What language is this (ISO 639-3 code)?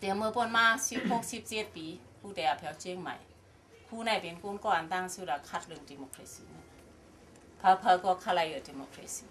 shn